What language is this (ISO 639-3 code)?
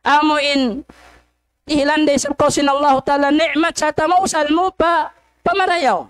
tsg